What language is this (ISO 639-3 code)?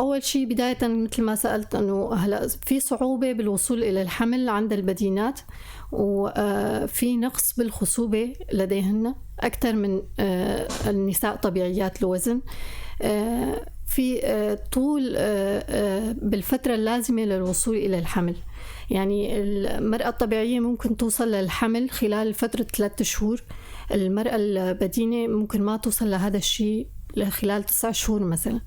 apc